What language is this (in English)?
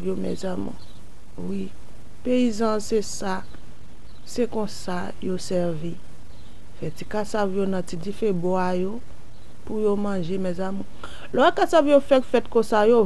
Haitian Creole